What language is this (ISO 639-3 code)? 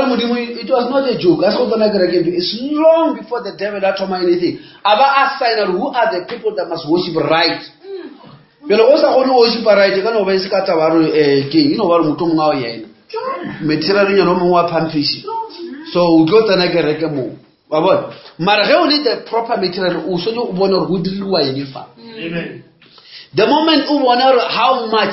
nso